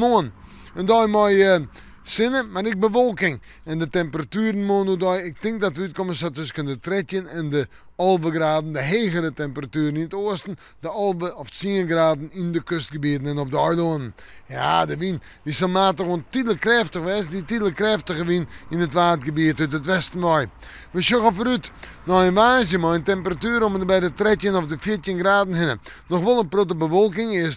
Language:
Western Frisian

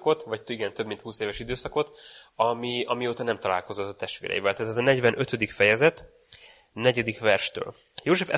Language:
Hungarian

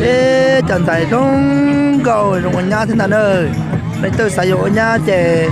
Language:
Hmong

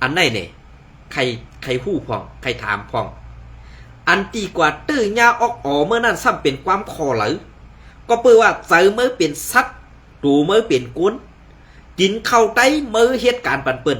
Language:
Shan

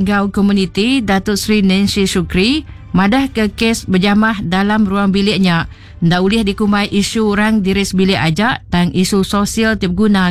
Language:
Iban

